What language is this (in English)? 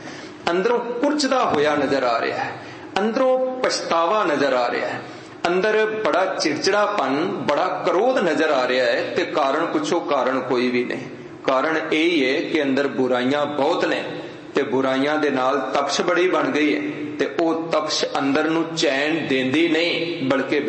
Punjabi